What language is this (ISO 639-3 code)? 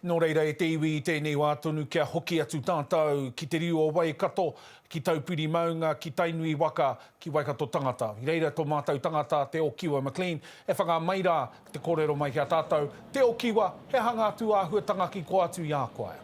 mri